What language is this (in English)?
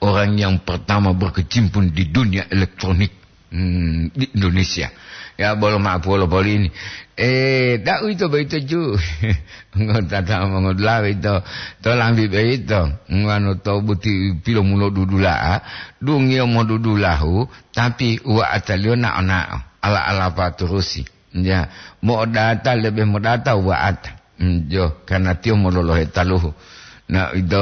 Gorontalo